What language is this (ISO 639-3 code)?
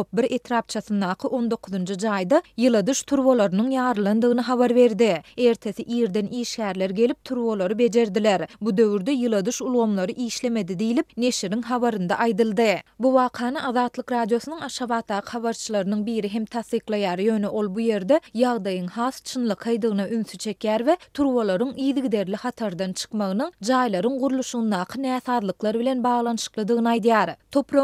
tuk